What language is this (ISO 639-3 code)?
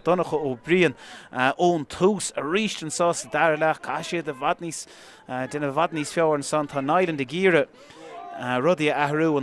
gle